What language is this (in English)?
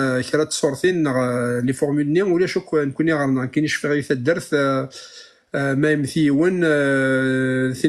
Kabyle